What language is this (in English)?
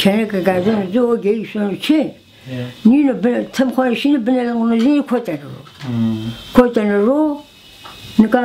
Zaza